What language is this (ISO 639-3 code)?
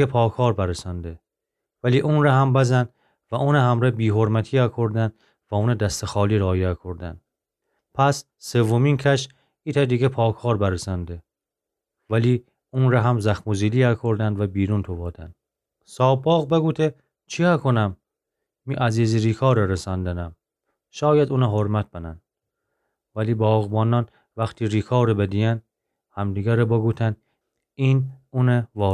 glk